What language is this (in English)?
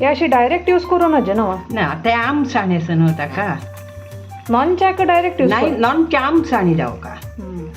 Konkani